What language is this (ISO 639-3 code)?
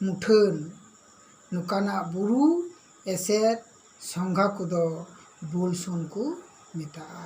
sat